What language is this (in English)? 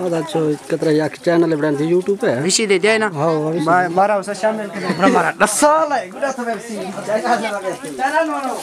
Saraiki